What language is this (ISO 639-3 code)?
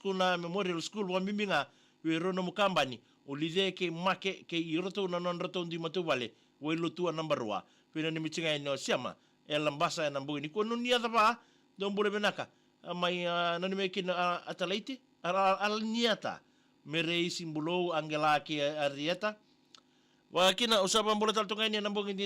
fij